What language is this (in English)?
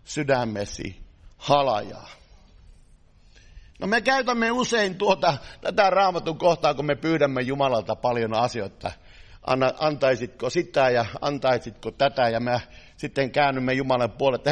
Finnish